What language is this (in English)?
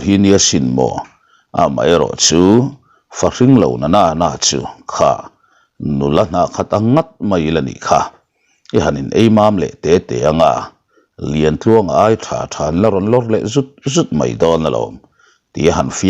Mizo